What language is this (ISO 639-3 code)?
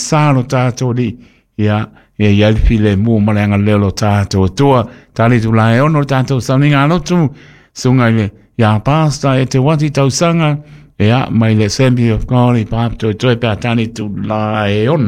smo